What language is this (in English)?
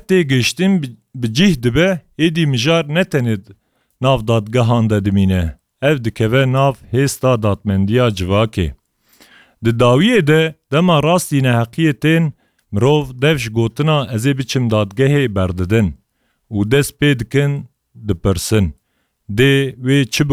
Kurdish